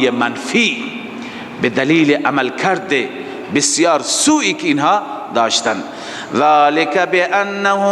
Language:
Persian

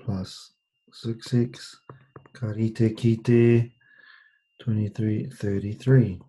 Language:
Māori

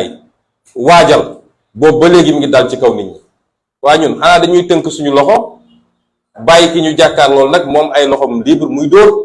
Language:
Wolof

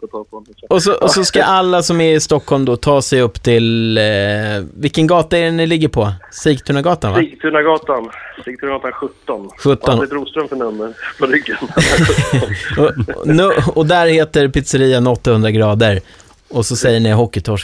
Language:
Swedish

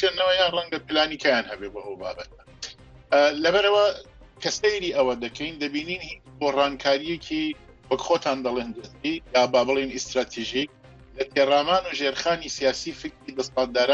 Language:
Central Kurdish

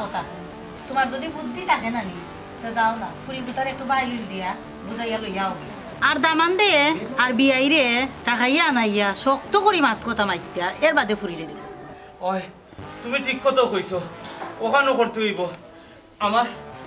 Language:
Sylheti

